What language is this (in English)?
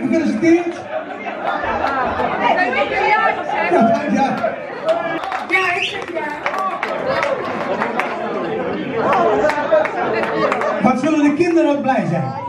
Dutch